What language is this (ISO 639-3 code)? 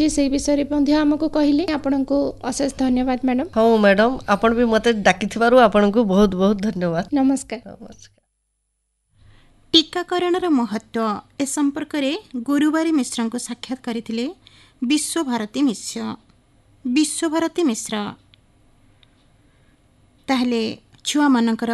ori